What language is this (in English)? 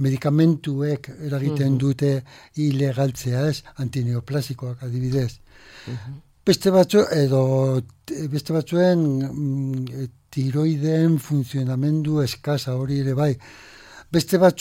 Basque